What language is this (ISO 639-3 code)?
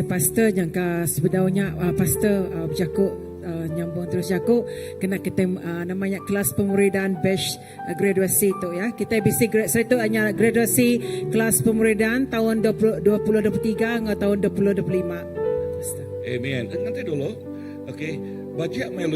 iba